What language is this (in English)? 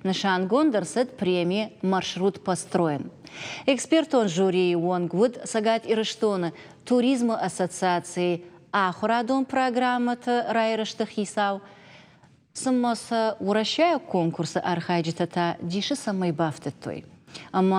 Ossetic